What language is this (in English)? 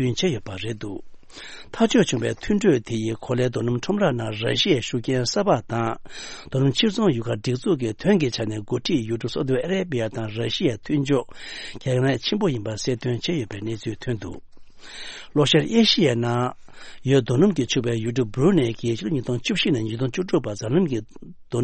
Tibetan